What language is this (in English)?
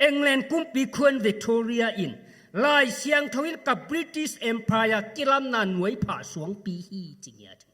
Tedim Chin